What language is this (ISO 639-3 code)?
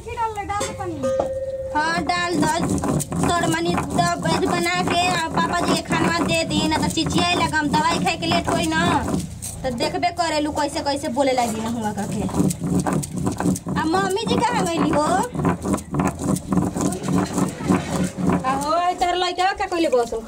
bho